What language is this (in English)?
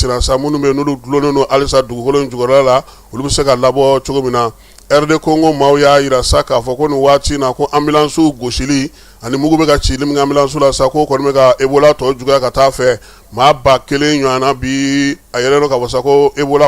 Bambara